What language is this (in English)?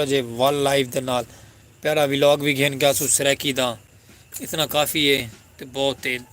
Saraiki